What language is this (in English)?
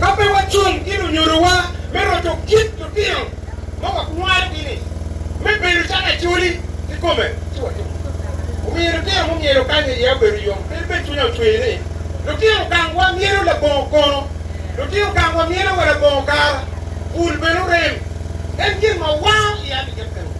Acoli